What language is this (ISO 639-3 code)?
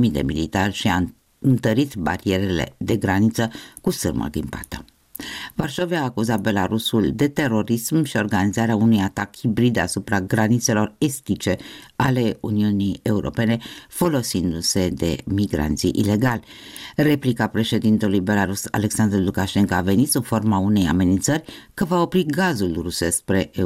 ron